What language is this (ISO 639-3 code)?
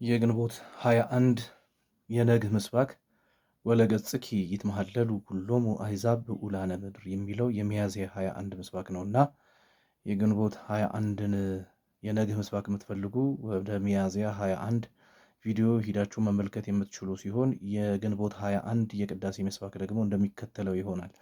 amh